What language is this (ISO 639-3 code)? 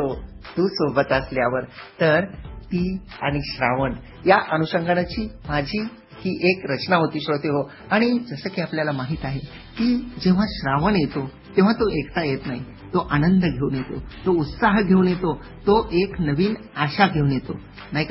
mar